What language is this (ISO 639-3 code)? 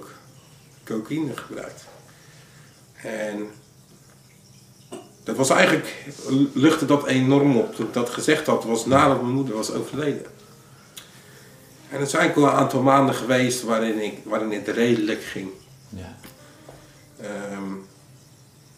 nld